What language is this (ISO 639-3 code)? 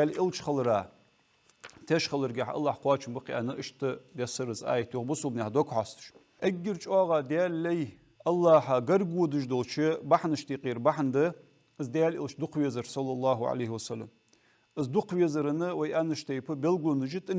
inh